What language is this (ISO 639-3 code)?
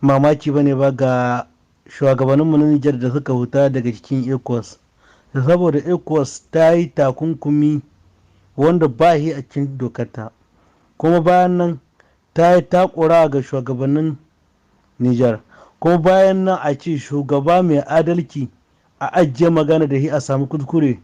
hau